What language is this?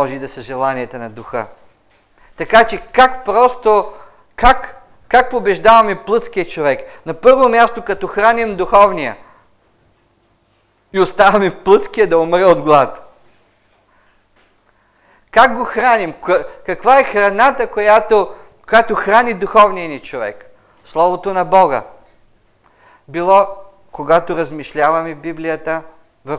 Bulgarian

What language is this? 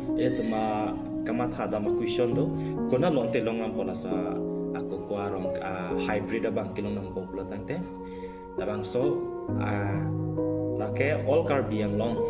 Karbi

